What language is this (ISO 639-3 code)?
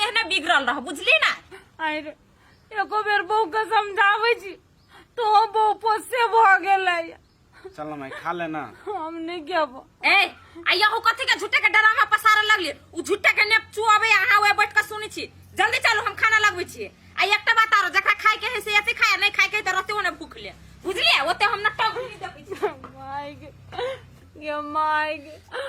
mai